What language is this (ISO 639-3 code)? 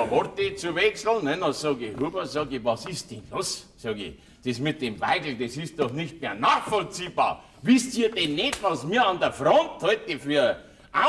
bar